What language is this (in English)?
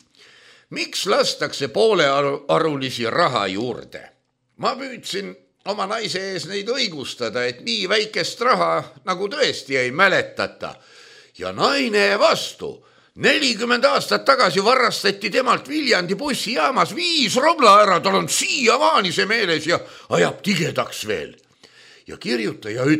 Estonian